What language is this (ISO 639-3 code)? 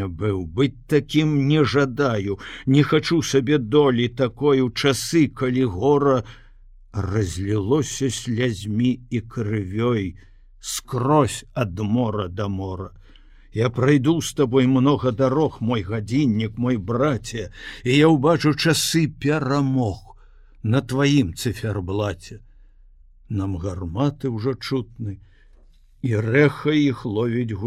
bel